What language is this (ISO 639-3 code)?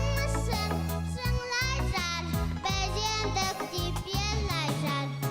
bak